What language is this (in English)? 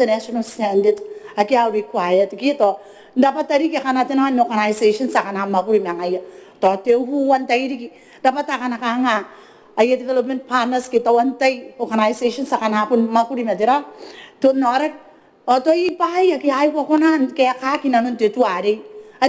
Gilbertese